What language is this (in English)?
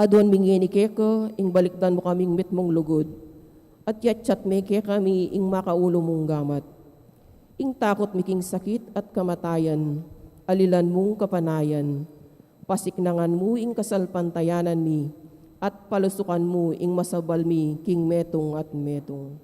Pampanga